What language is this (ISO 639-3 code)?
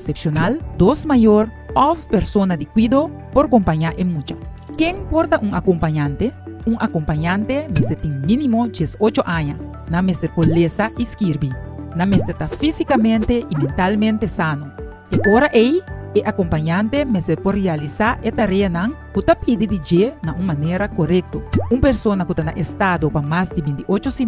pap